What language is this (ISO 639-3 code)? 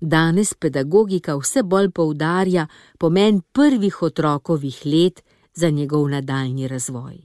slv